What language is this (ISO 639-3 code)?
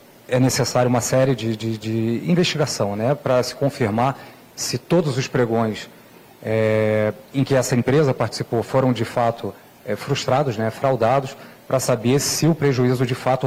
por